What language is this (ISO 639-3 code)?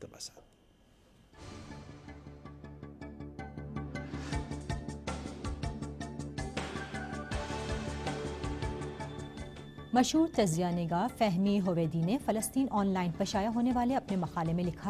urd